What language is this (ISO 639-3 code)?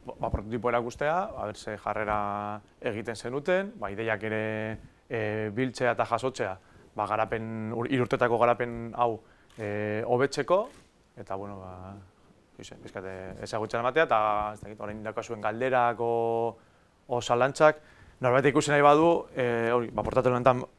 eus